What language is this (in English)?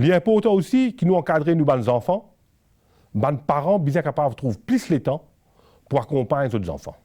Morisyen